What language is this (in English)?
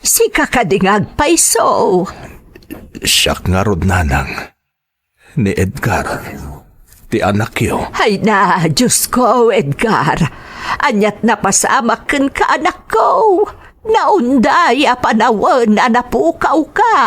Iloko